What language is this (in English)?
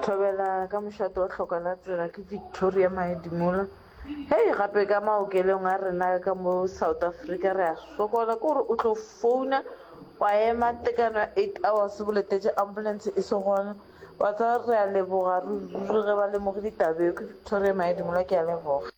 Northern Sotho